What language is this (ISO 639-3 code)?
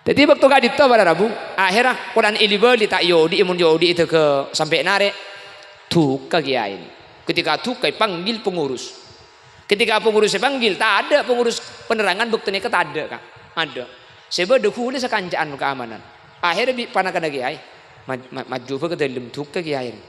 mad